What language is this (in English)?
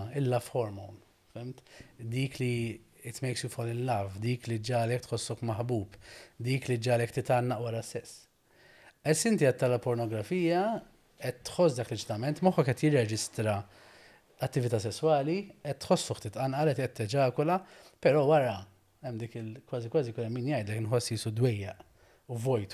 Maltese